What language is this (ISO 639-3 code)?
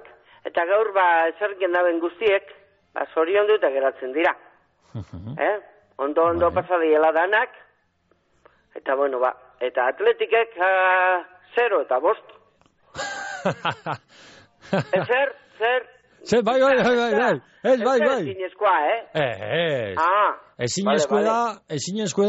eus